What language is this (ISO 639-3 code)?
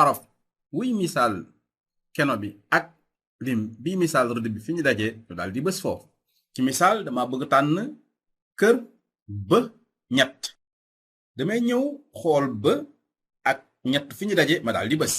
wol